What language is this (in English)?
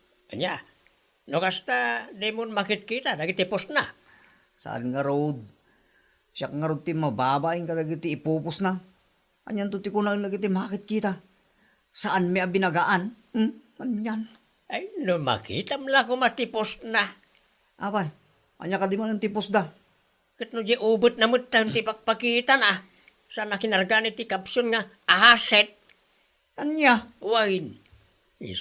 Iloko